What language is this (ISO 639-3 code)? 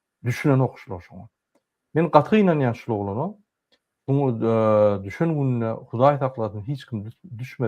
tuk